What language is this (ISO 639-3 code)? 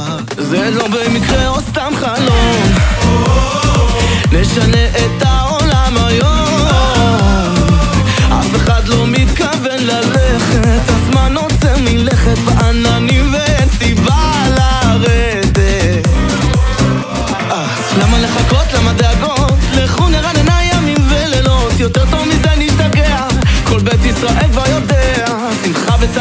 heb